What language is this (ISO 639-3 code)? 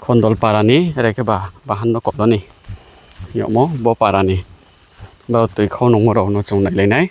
ria